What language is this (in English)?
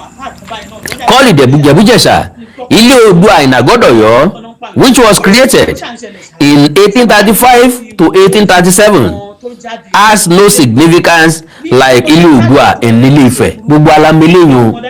Yoruba